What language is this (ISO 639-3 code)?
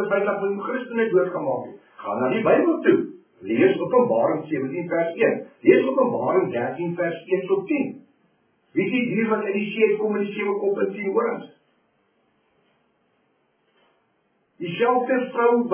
afr